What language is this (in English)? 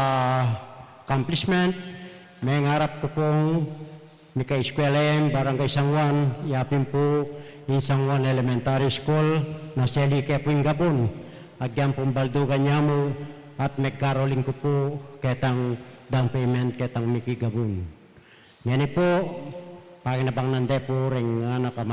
Pampanga